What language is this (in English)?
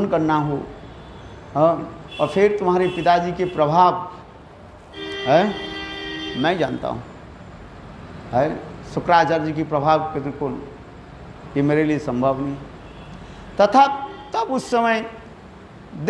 Hindi